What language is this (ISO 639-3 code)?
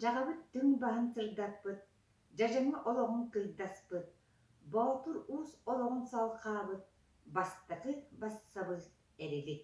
sah